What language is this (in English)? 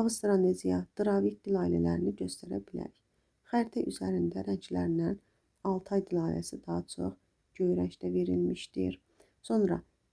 Azerbaijani